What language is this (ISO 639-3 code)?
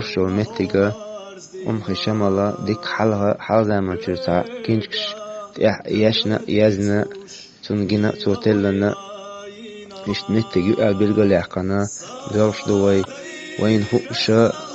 che